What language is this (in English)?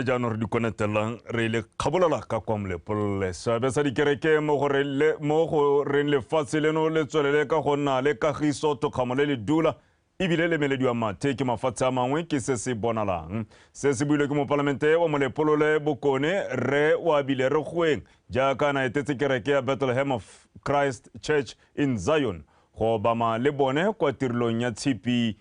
Tswana